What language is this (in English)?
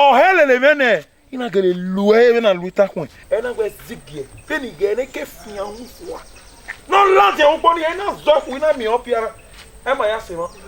Bini